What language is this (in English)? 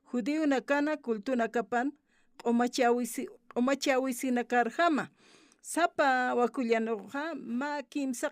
Aymara